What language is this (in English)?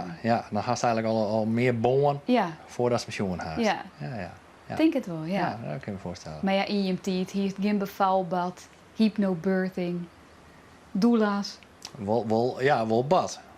Western Frisian